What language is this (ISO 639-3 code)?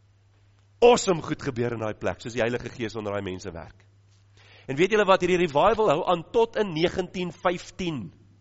afr